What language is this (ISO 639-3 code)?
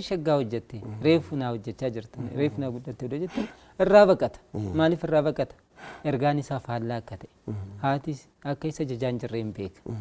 orm